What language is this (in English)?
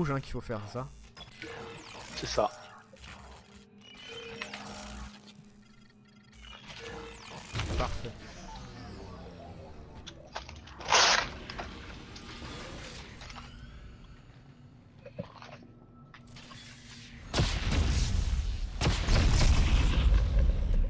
French